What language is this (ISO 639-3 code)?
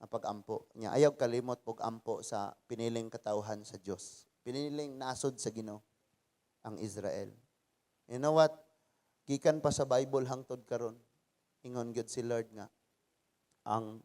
ceb